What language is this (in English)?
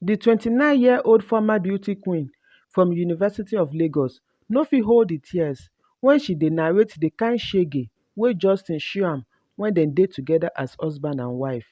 Nigerian Pidgin